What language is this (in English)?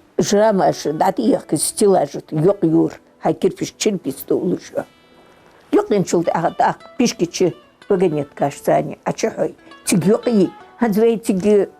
Ingush